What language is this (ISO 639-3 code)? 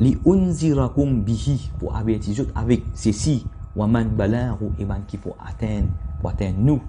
mfe